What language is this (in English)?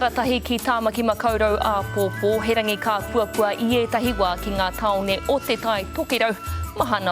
Māori